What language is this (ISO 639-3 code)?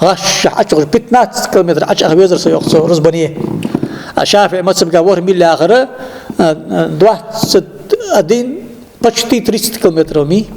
inh